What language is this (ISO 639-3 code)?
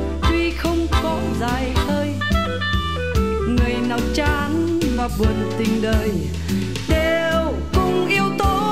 vie